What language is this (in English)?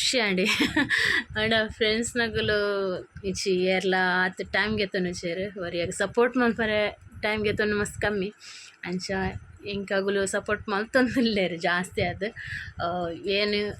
Tulu